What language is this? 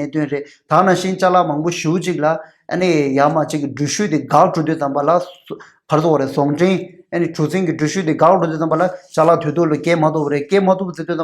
Tibetan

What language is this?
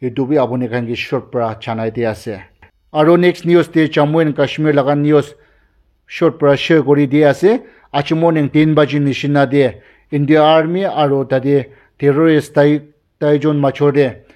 Naga Pidgin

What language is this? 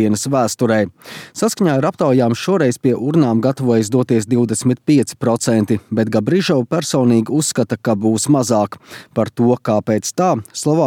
Latvian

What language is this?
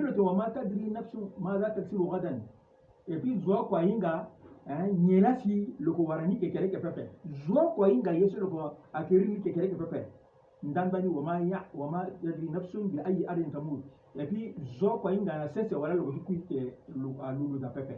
Sango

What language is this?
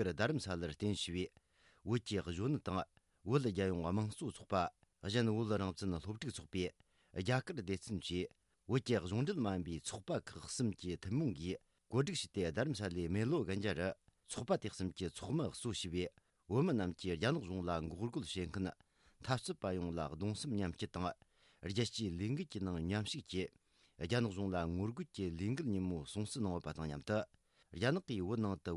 Tibetan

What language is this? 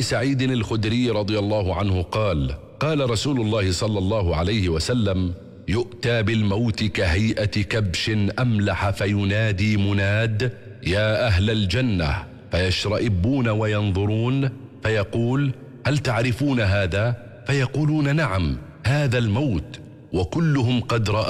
Arabic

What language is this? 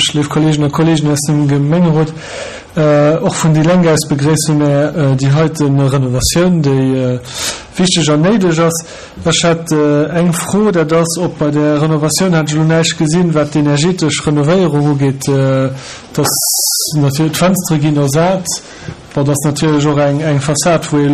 Luxembourgish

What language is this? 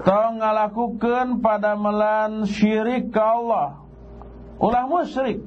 Sundanese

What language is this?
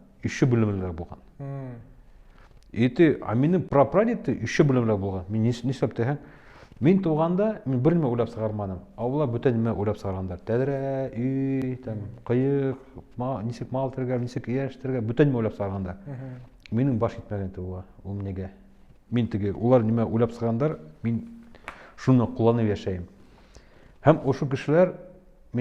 Bashkir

